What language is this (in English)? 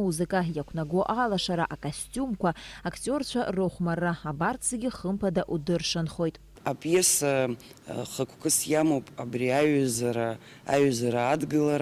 Abkhazian